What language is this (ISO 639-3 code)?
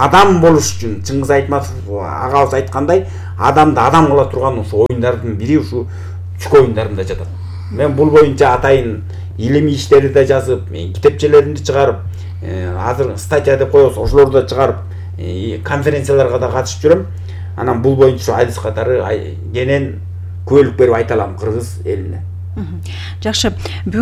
kir